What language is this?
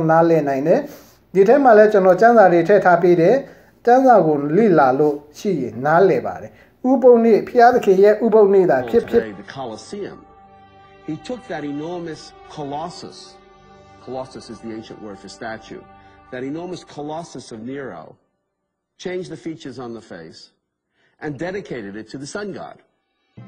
Burmese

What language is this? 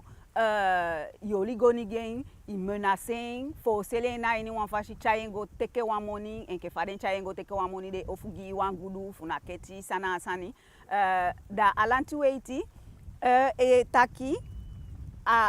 Eastern Maroon Creole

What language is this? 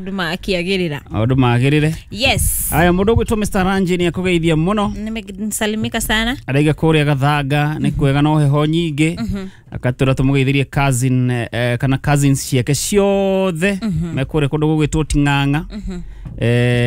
Kikuyu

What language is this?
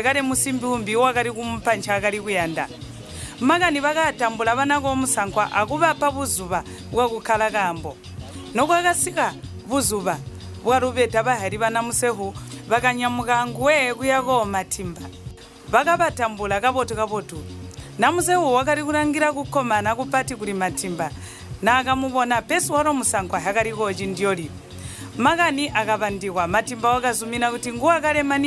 Tonga (Zambia)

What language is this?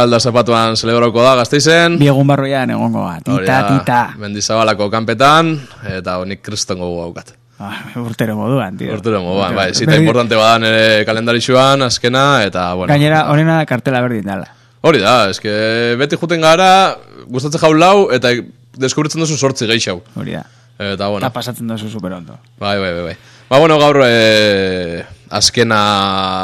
Basque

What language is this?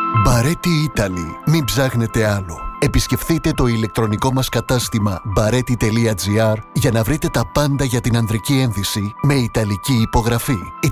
Greek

